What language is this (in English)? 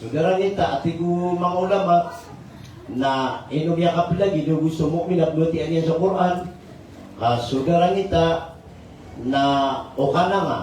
Maranao